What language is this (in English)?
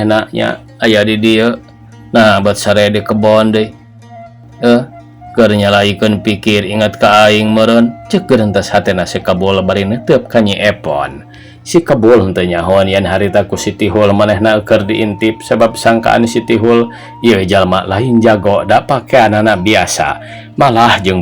Sundanese